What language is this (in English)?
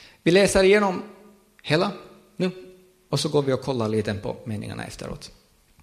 Swedish